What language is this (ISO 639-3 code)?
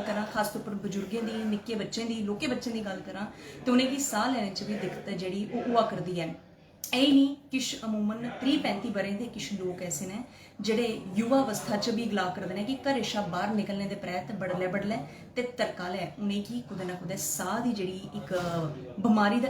doi